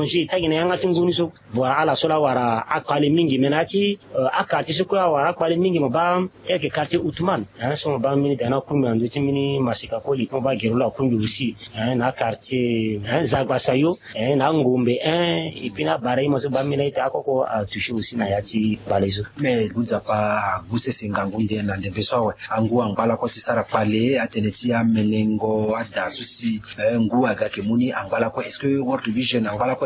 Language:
Sango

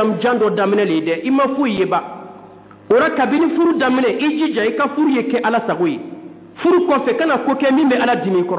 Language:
Dyula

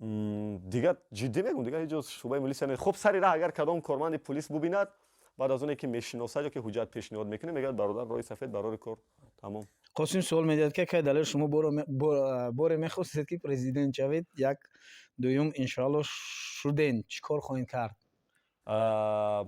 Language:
Tajik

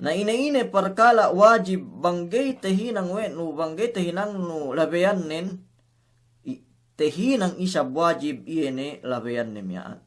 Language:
Yakan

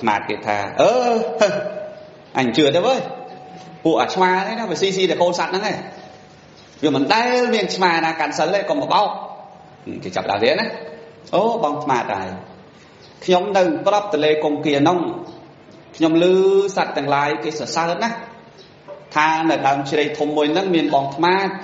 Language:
Khmer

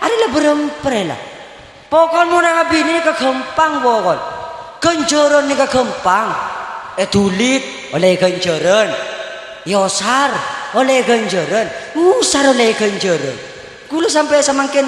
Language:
Madurese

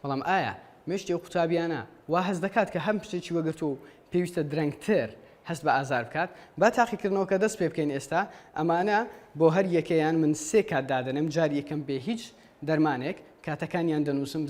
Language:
Central Kurdish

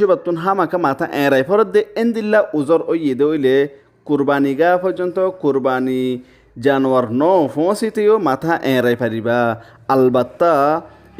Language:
Rohingya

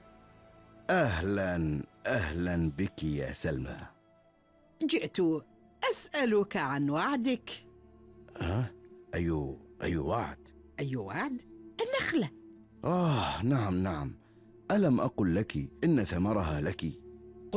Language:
Arabic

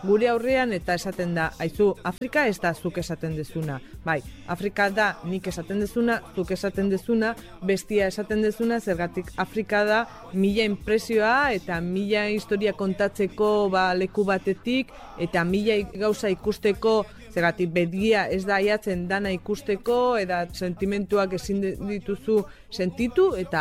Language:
Basque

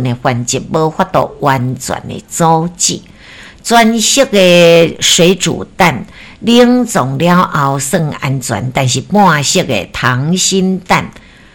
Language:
Min Nan Chinese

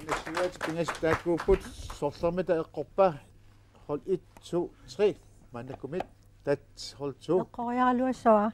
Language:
Kalaallisut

